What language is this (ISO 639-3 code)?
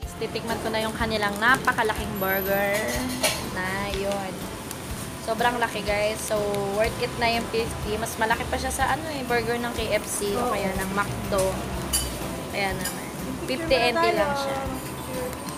fil